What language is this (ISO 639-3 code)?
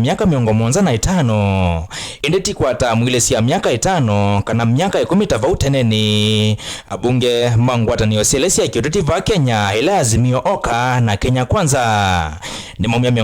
kam